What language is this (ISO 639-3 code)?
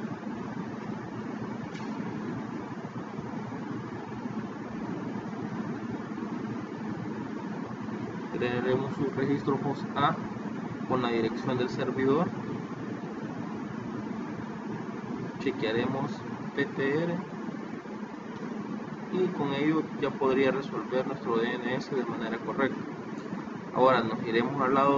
spa